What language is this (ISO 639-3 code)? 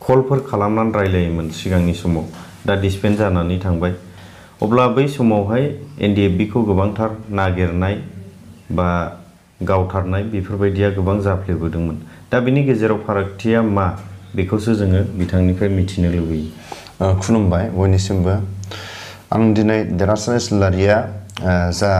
brx